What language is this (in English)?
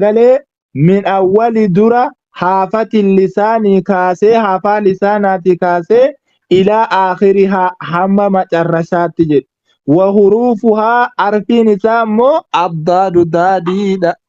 Oromo